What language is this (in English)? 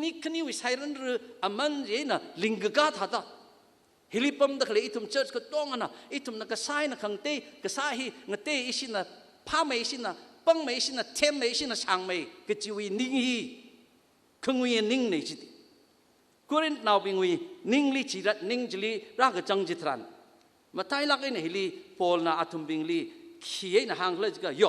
Tangkhul Naga (India)